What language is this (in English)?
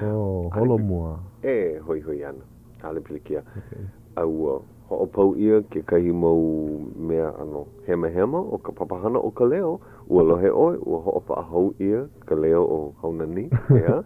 Hawaiian